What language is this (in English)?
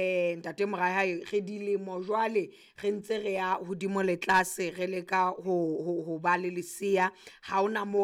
Southern Sotho